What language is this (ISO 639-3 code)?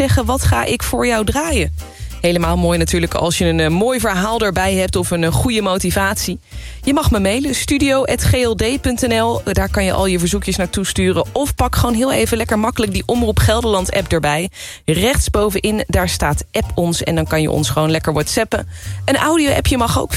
nld